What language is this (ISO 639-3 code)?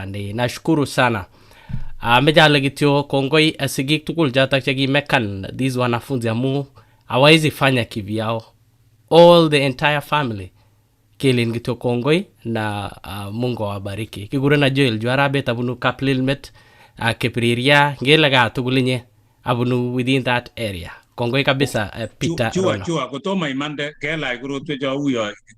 kln